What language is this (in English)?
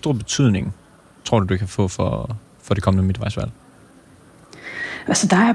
Danish